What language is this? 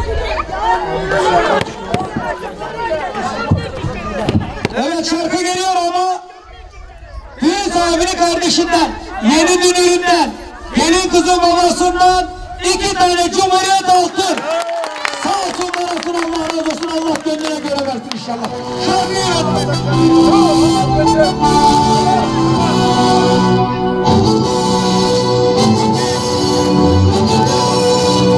Turkish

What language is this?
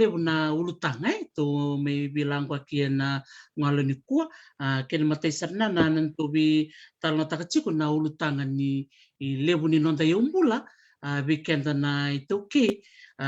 Fijian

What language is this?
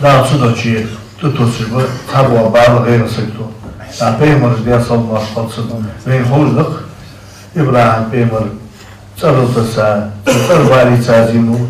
Ingush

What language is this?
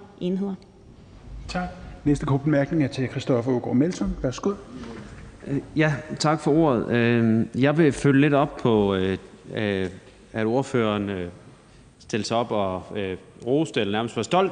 Danish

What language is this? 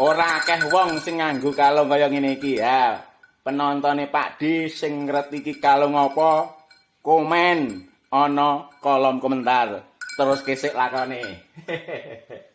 Javanese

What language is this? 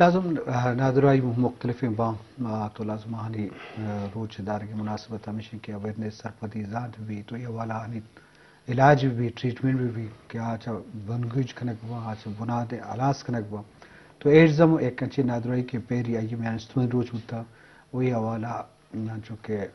Eastern Balochi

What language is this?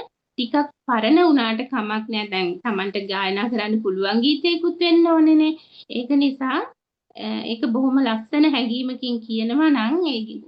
Sinhala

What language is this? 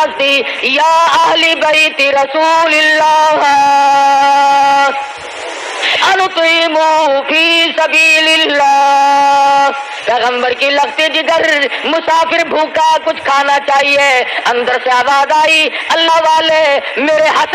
Urdu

